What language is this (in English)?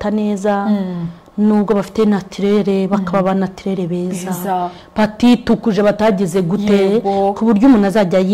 Kinyarwanda